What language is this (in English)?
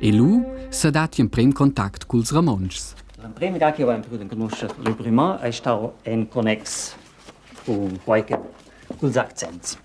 Romansh